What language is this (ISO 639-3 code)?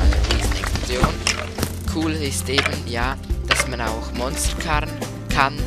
gsw